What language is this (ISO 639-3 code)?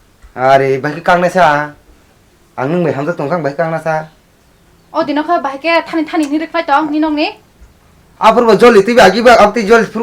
trp